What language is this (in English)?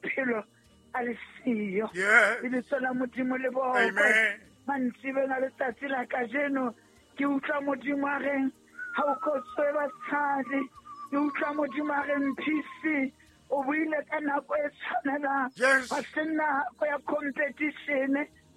Southern Sotho